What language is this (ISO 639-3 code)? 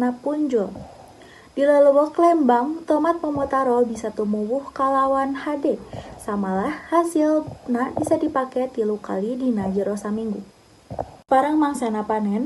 sun